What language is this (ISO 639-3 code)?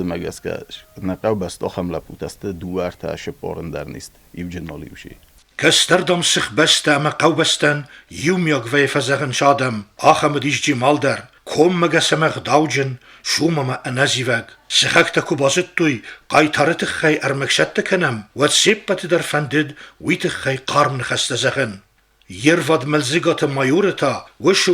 oss